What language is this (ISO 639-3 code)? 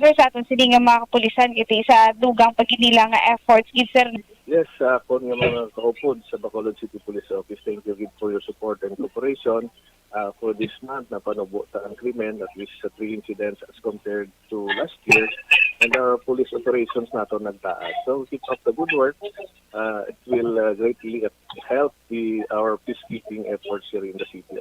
hil